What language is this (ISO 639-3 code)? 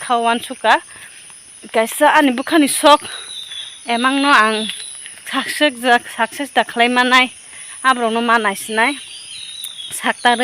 trp